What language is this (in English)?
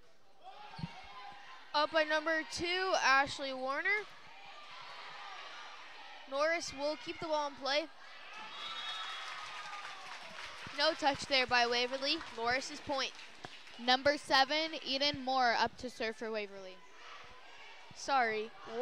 English